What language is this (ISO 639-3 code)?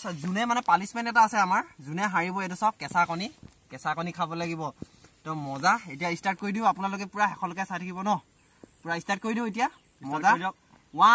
asm